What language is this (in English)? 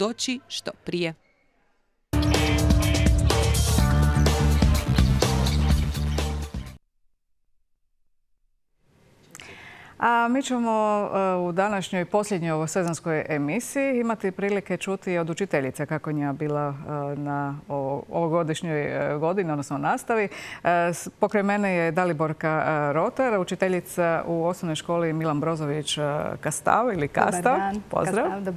Croatian